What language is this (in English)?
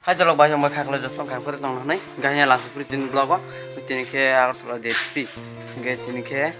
Kok Borok